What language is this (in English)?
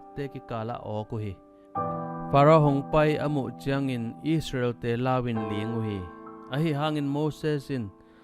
Tedim Chin